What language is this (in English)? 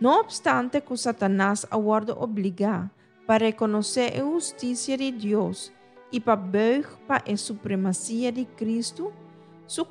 Papiamento